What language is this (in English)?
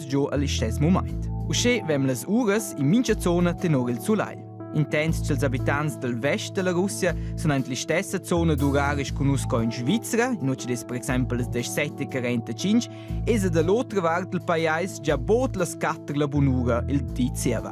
Romansh